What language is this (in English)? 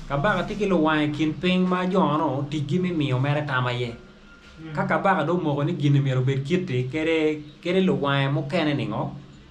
Acoli